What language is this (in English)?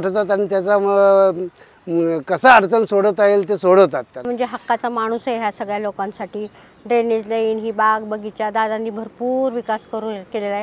Marathi